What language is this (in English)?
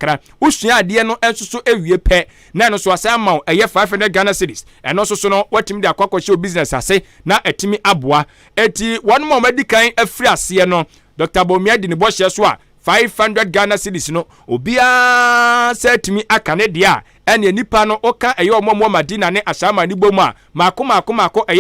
Akan